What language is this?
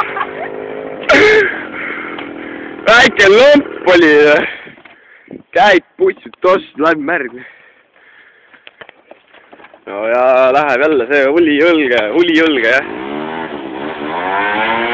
Estonian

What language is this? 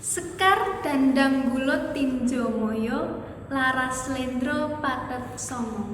Javanese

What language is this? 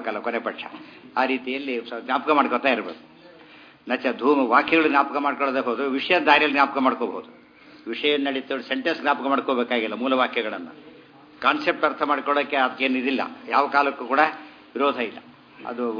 Kannada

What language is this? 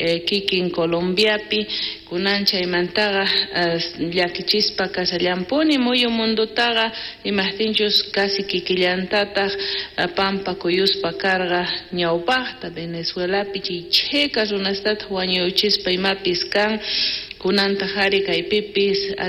South Bolivian Quechua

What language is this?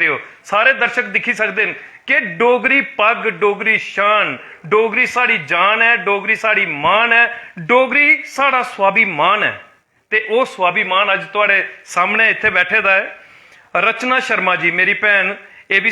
Dogri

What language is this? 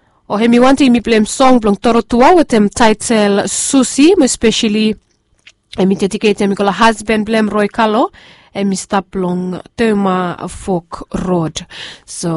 Bislama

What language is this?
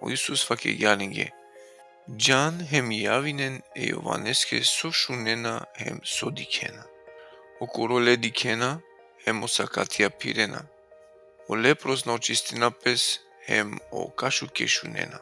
Balkan Romani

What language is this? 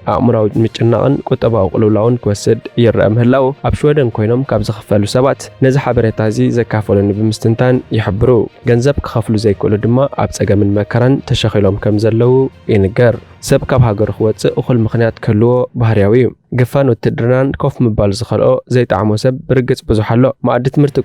Tigrinya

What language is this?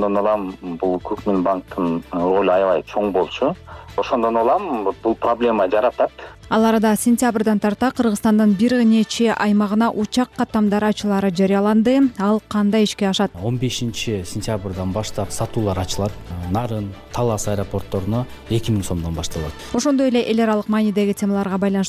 Kyrgyz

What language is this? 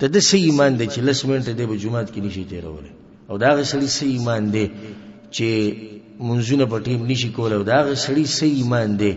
Pashto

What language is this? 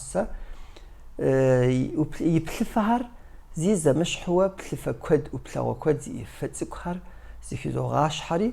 Kabardian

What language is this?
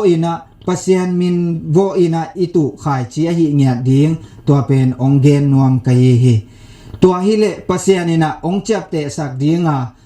Tedim Chin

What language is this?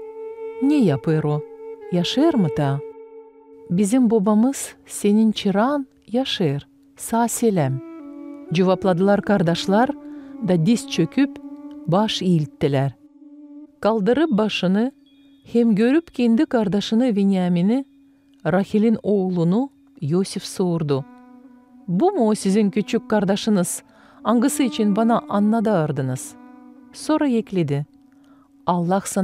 Gagauz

